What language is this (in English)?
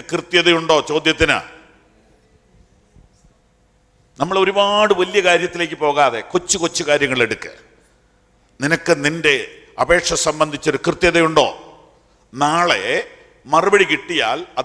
Malayalam